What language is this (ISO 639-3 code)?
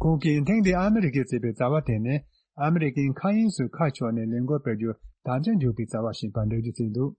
bod